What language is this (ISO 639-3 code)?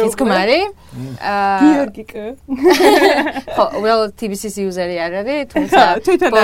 kat